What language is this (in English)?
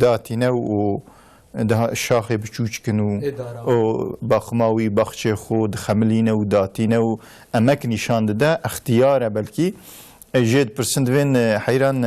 Kurdish